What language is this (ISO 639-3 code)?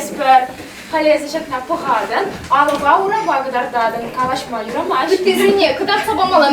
chv